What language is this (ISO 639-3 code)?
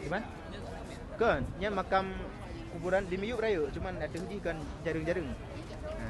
ace